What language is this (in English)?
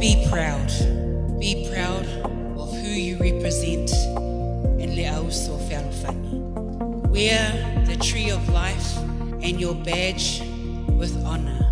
Samoan